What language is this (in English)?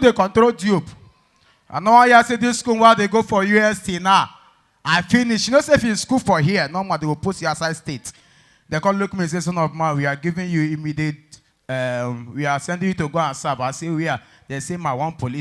Nigerian Pidgin